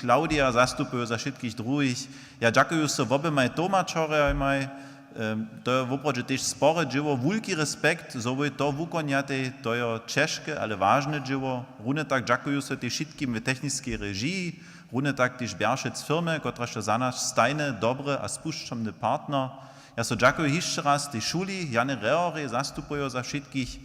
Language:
Upper Sorbian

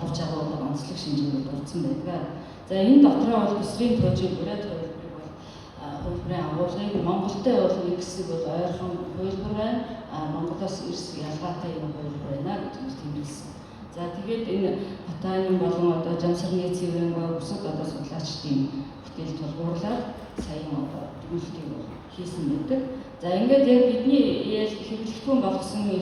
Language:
Mongolian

